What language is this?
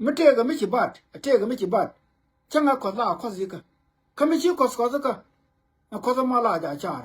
Nuer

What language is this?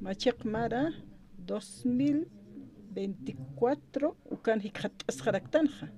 Aymara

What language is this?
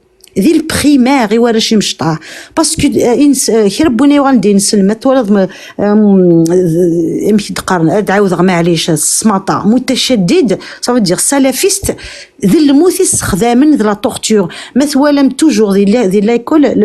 Kabyle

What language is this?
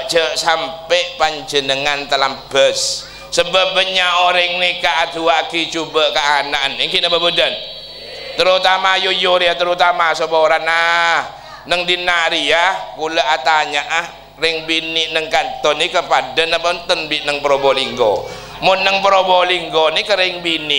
Madurese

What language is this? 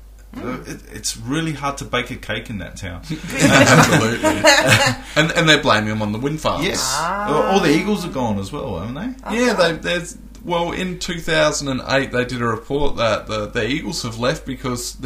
English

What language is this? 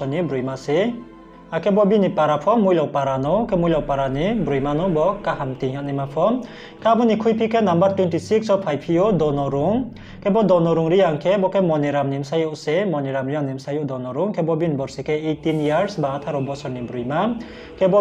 Riang (India)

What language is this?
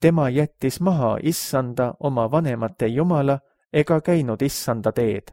Estonian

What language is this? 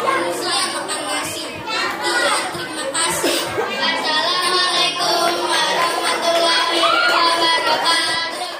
Betawi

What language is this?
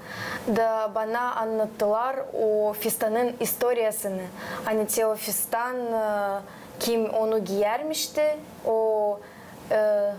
Gagauz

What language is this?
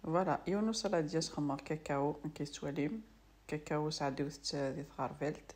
Kabyle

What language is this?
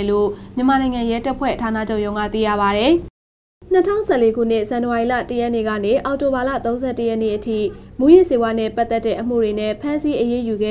Burmese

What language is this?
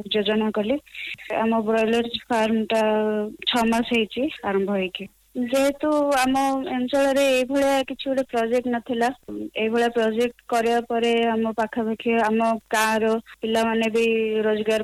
Odia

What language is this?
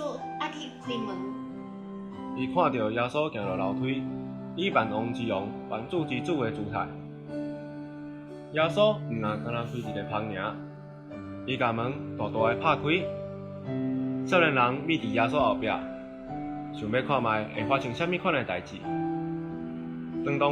Min Nan Chinese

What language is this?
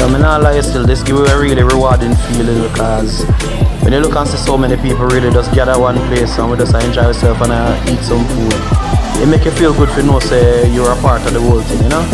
Jamaican Creole English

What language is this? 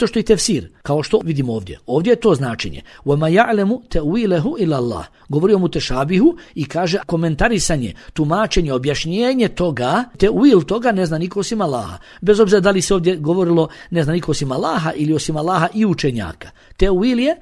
Bosnian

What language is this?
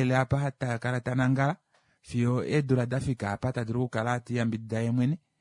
Kuanyama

